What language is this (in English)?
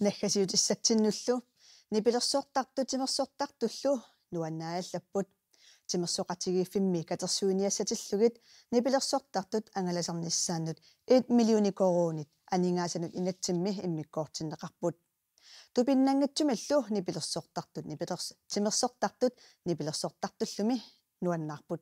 Kalaallisut